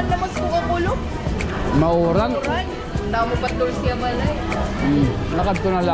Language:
Waray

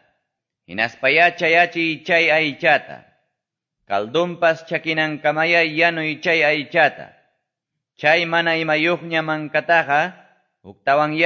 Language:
Quechua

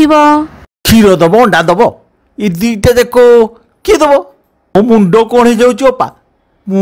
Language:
Odia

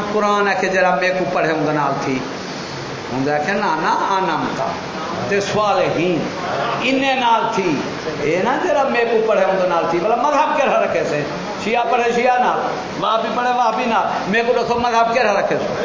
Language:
Saraiki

